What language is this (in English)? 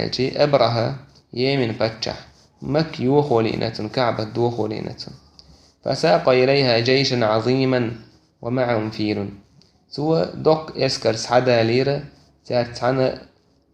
Chechen